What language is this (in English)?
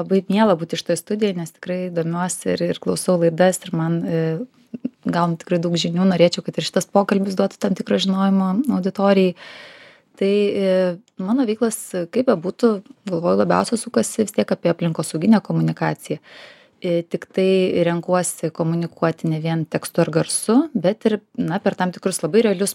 Lithuanian